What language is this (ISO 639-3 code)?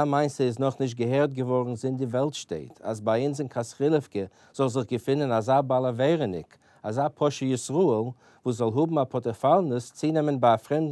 yid